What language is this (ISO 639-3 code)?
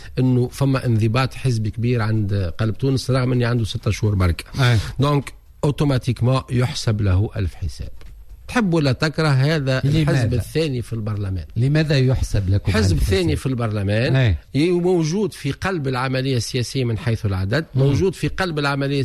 aeb